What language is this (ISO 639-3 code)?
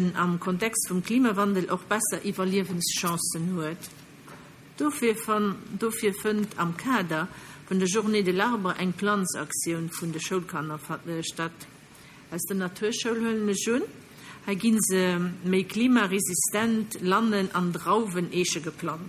ltz